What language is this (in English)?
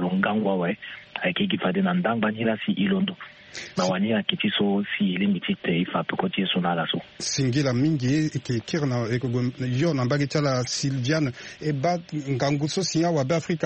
Sango